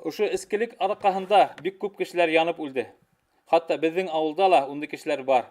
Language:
Bashkir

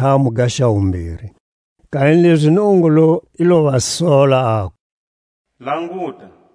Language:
Tswa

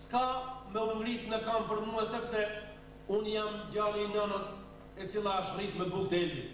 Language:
Albanian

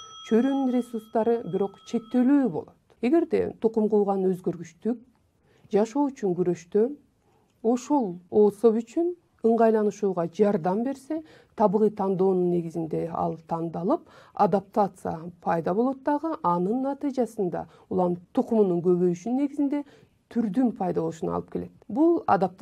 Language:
Kyrgyz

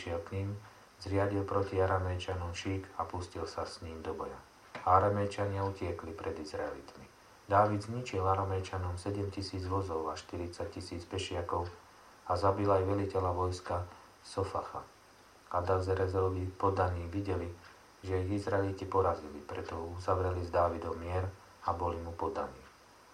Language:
Slovak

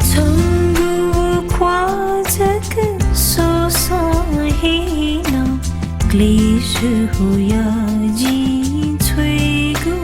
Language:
Newari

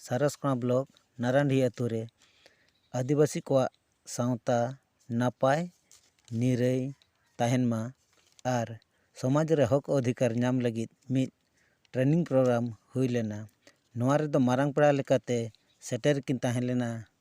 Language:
Santali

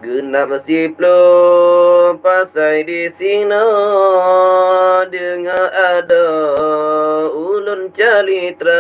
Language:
Achinese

